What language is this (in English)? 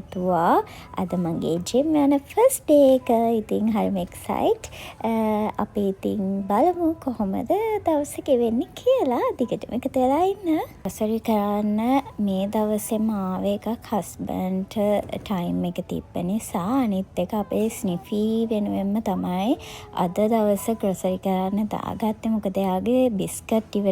Sinhala